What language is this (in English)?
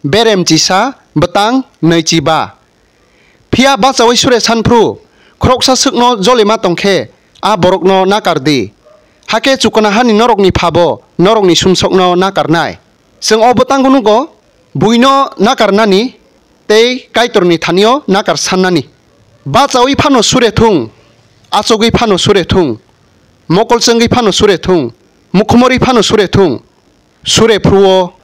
Kok Borok